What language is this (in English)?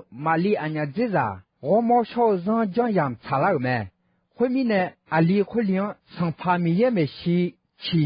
Akha